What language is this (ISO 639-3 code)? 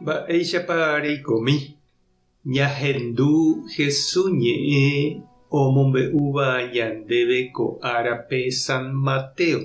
grn